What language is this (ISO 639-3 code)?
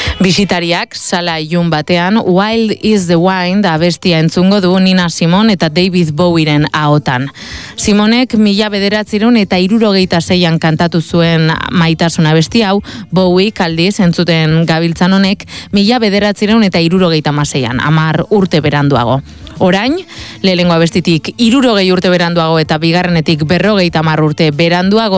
eus